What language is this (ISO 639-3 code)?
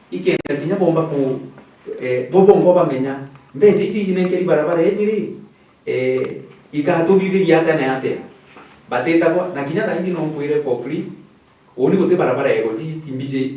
mer